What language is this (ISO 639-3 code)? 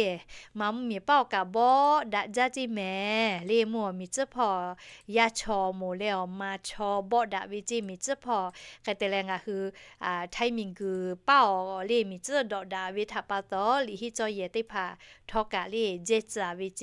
lhu